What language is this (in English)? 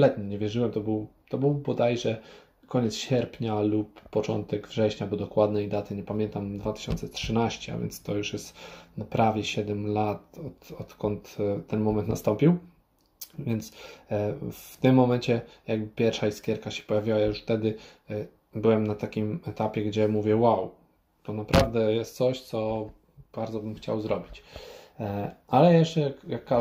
Polish